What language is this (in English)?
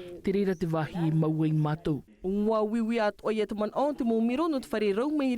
Tahitian